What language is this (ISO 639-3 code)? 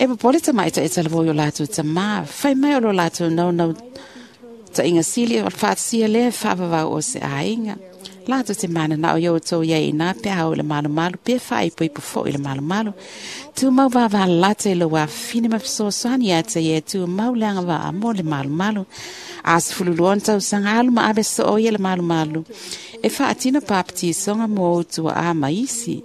smo